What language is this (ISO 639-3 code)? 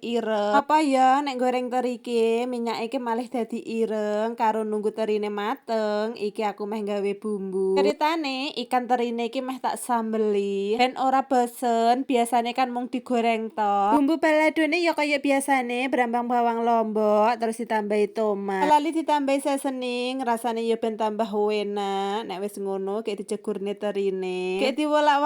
jav